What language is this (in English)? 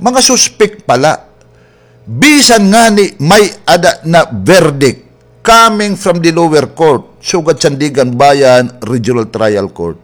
Waray